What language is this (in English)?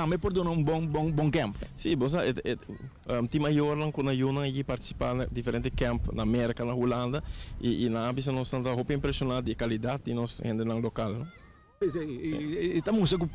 Papiamento